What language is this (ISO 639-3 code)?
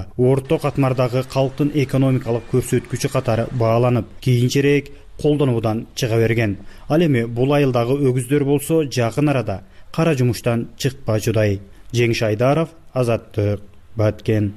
kir